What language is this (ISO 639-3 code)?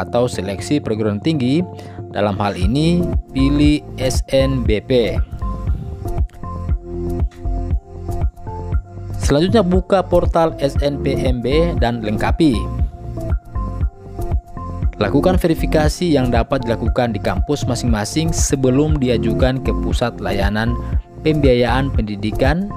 ind